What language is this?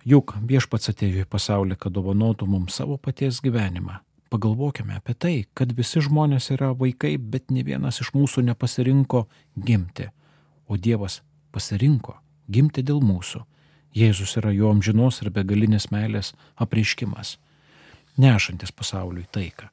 Lithuanian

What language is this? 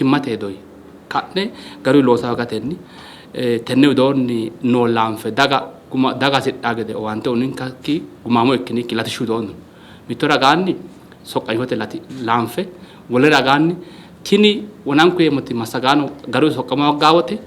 Sidamo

